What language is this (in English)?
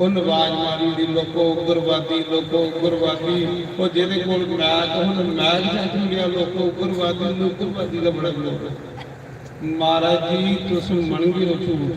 Dogri